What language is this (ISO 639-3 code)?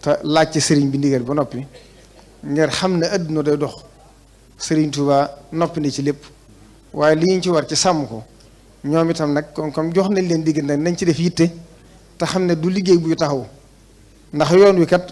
wol